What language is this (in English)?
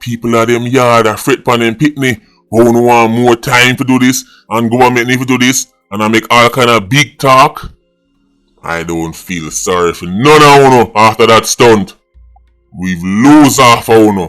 Jamaican Creole English